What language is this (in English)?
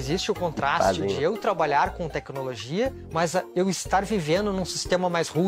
Portuguese